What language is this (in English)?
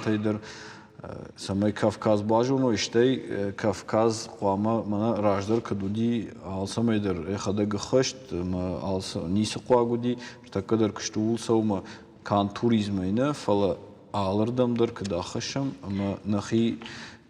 Ossetic